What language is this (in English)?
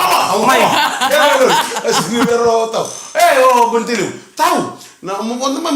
Fijian